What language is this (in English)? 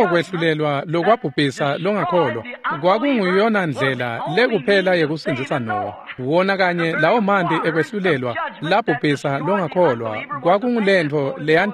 Swati